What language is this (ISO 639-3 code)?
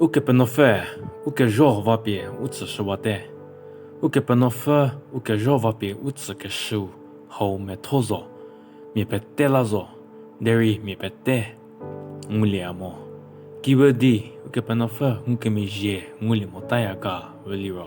njm